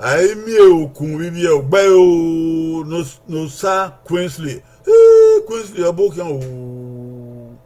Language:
Bini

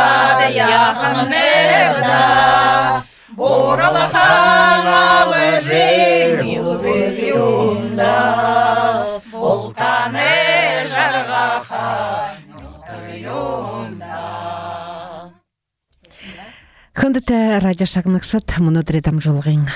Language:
Buriat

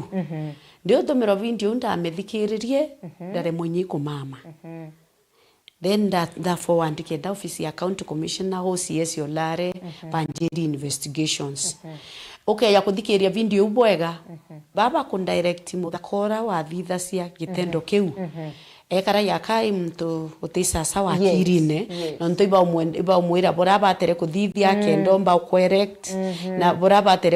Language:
Meru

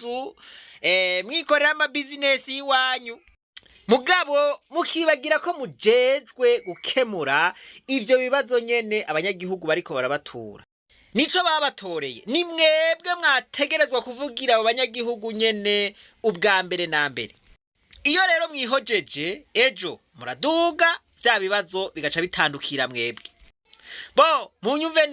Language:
Rundi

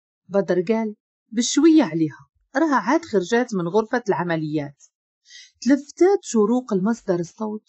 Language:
Moroccan Arabic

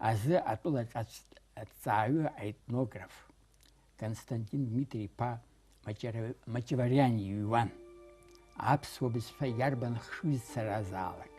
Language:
Abkhazian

